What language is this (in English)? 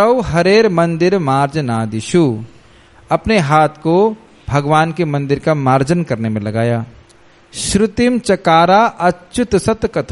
Hindi